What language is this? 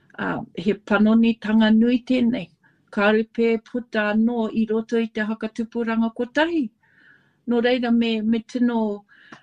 Māori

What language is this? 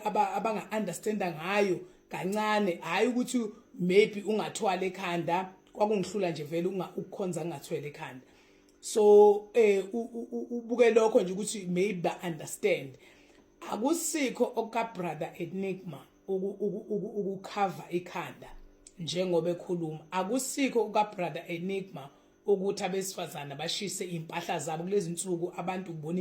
Zulu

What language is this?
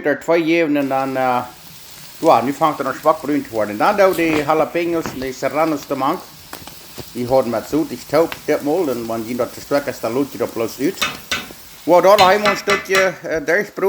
Plautdietsch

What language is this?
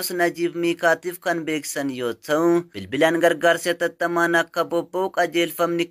Oromo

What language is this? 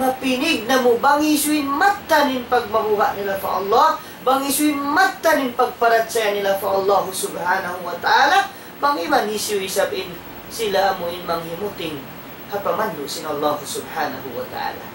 Tausug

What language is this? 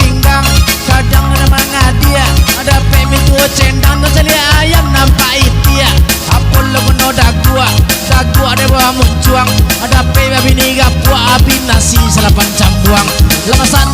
Minangkabau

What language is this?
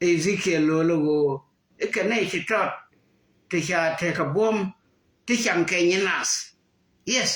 Nuer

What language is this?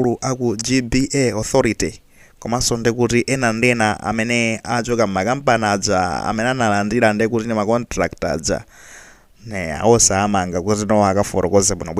Nyanja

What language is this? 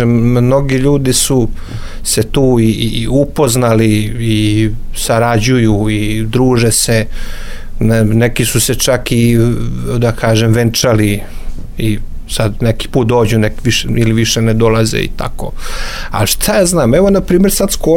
Serbian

